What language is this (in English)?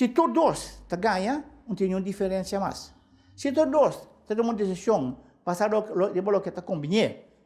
Papiamento